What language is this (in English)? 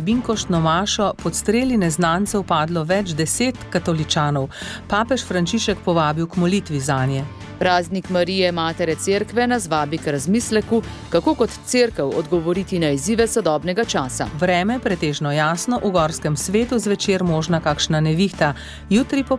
Slovenian